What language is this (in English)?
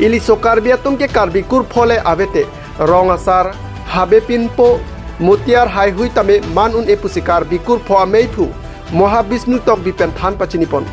Karbi